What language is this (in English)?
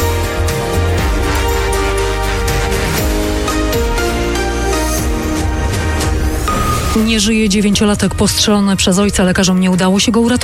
Polish